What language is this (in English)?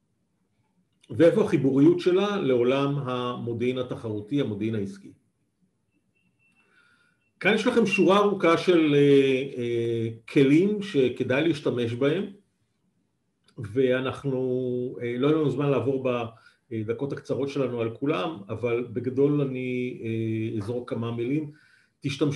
Hebrew